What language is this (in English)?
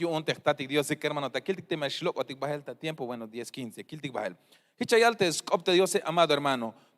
Tzeltal